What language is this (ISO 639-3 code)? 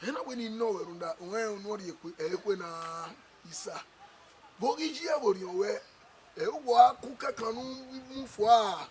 bin